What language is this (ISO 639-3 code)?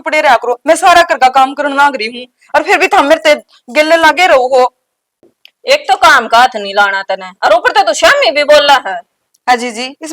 bgc